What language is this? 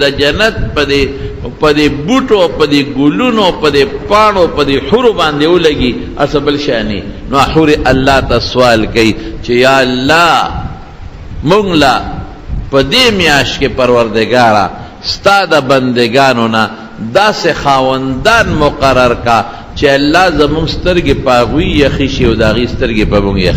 Pashto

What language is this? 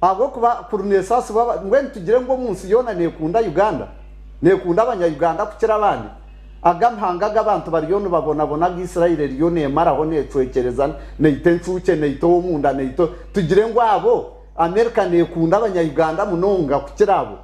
Nyankole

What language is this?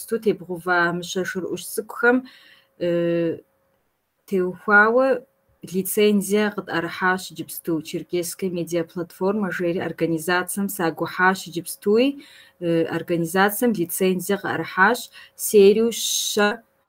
Kabardian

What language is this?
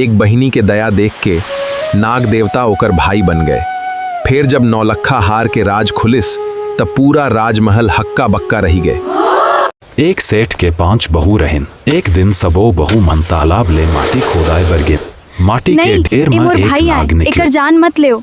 Chhattisgarhi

